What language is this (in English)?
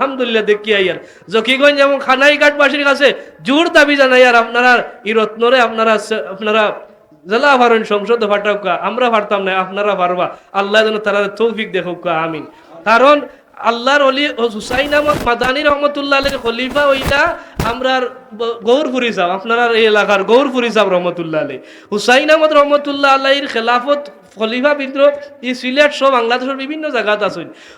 Sylheti